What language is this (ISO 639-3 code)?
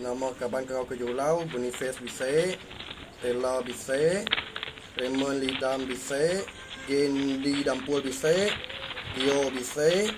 iba